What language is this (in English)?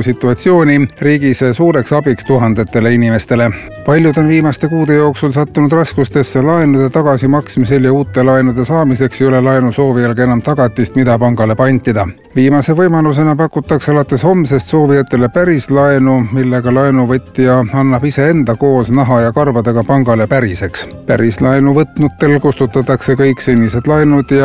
Estonian